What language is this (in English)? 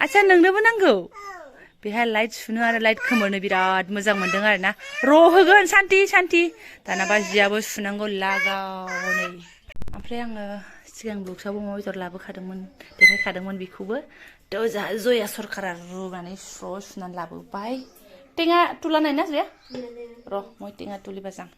Bodo